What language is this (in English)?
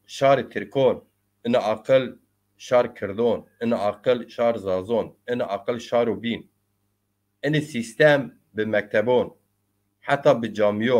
Zaza